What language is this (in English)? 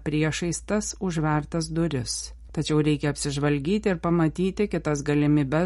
Lithuanian